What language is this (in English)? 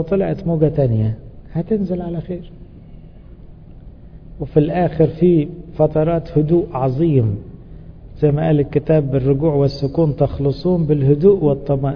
Egyptian Arabic